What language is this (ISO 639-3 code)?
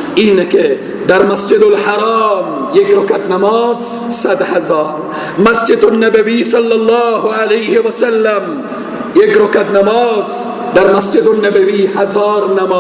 fas